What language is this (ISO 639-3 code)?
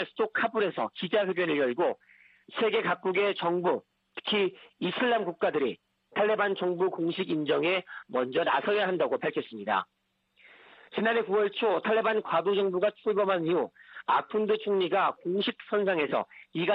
kor